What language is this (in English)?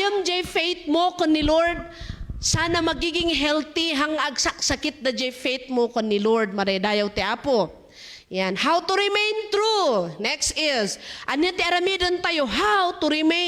Iloko